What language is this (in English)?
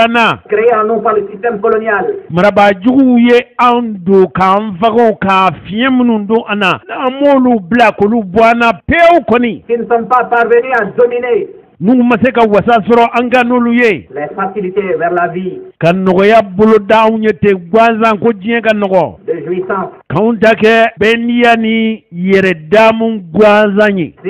Bambara